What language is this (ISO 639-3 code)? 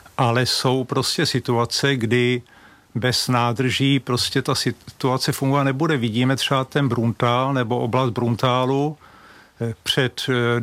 ces